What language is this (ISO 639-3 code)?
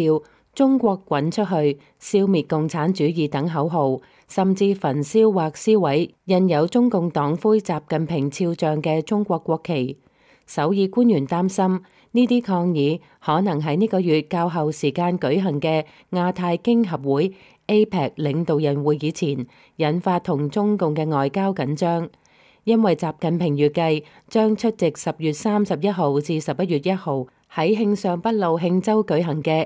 yue